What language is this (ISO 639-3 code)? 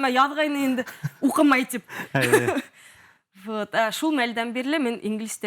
bak